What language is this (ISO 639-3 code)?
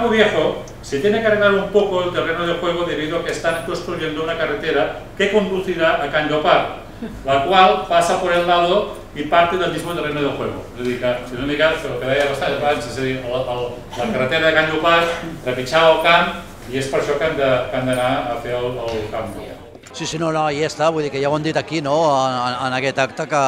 cat